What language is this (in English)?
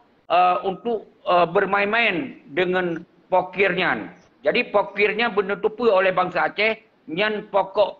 Achinese